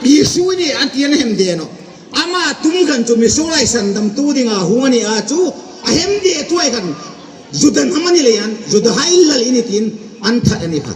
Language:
Hmar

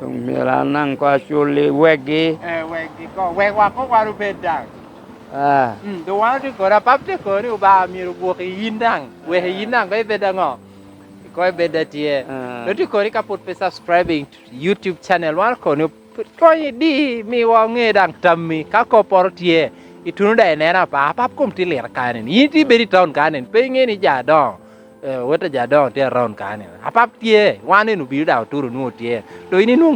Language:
Lango (Uganda)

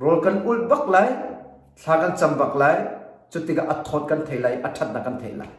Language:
Hakha Chin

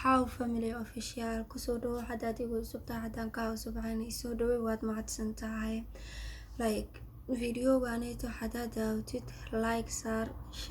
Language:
Somali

